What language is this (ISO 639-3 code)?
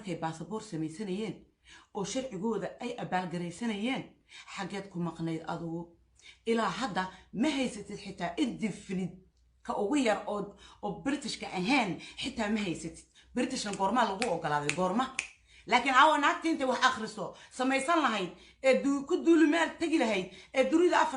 som